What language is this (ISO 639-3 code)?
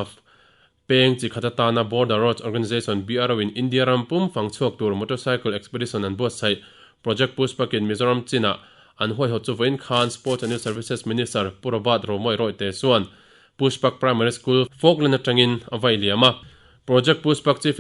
lus